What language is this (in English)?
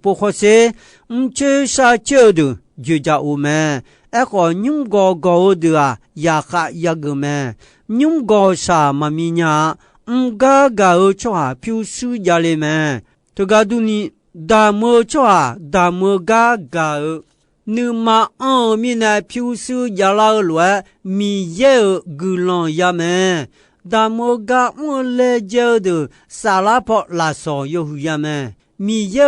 Akha